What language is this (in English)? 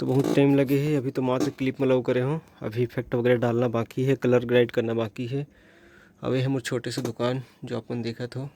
Chhattisgarhi